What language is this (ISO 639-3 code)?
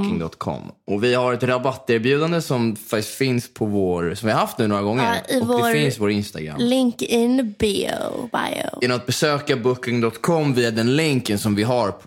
swe